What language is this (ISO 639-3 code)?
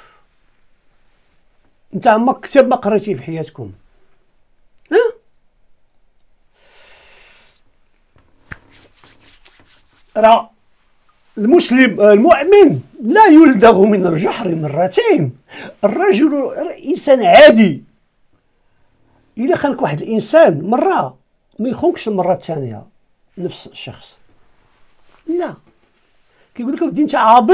ary